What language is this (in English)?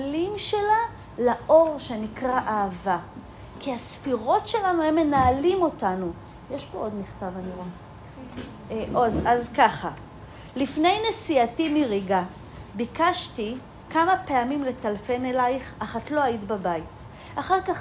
Hebrew